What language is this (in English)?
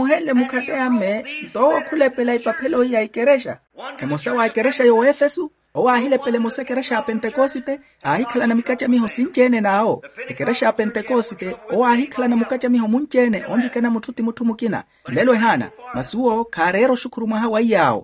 Makhuwa